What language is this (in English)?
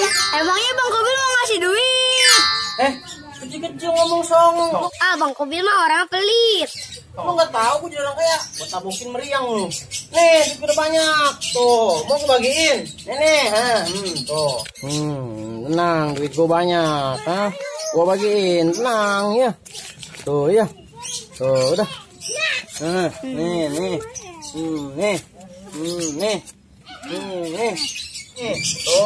Betawi